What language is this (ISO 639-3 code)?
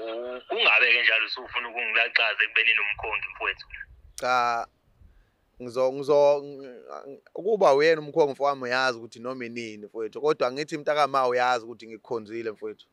zul